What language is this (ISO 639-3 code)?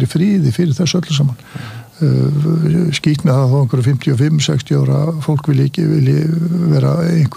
isl